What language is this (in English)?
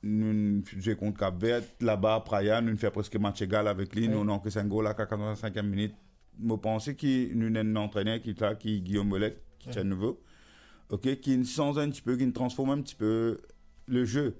Morisyen